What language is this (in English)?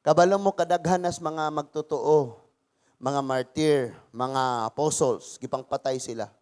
Cebuano